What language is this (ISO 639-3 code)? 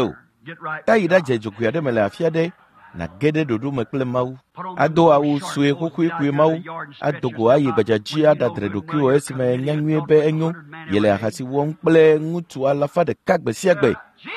ewe